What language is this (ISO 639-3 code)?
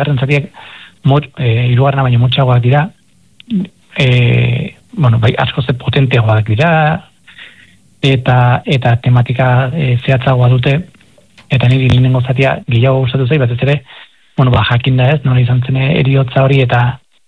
eus